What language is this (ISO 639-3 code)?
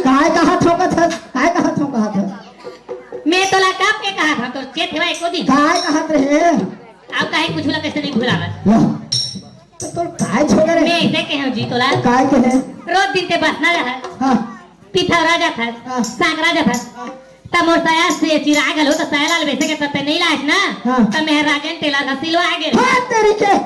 hne